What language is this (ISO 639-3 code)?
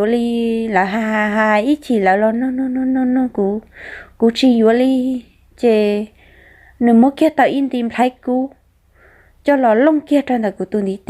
hmn